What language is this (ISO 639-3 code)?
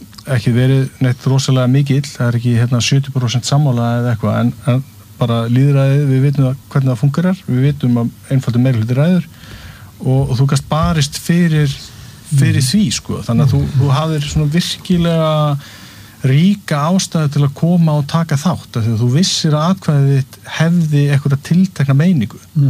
isl